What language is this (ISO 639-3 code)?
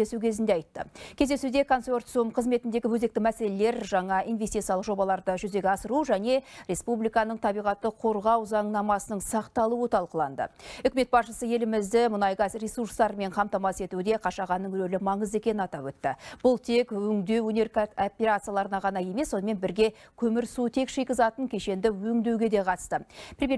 kaz